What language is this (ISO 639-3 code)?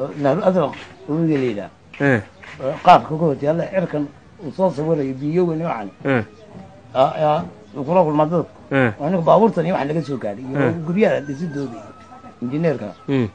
som